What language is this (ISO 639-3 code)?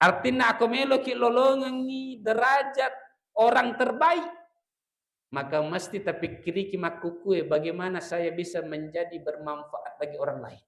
bug